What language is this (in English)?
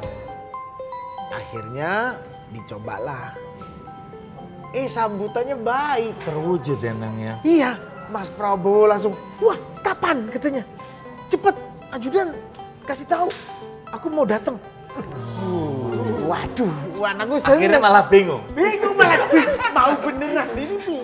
Indonesian